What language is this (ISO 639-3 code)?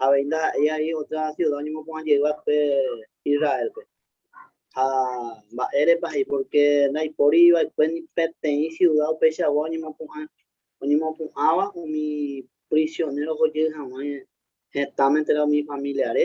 grn